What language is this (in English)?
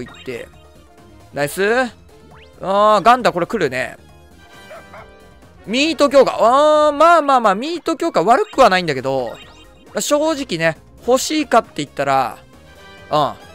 Japanese